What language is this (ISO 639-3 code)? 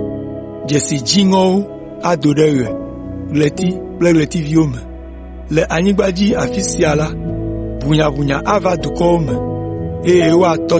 ewe